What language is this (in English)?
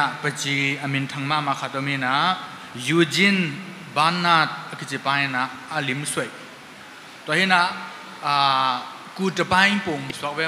Tedim Chin